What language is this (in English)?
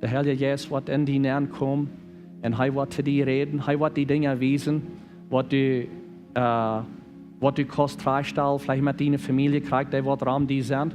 Plautdietsch